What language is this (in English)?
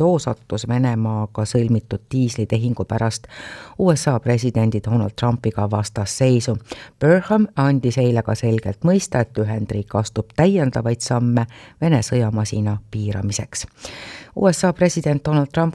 Estonian